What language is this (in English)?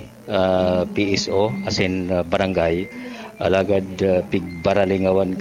Bikol